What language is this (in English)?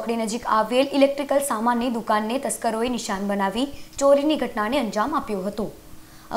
Gujarati